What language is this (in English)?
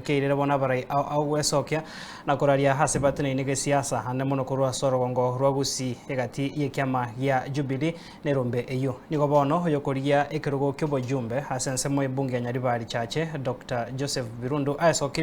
Gusii